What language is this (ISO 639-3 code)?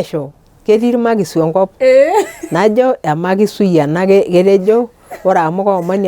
mas